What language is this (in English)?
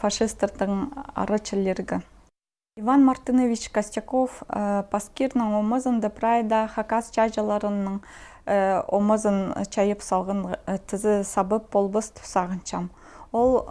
Khakas